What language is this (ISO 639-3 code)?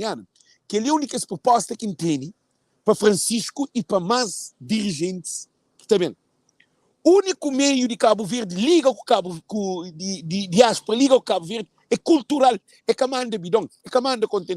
kea